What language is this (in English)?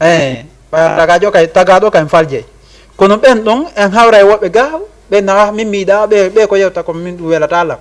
Fula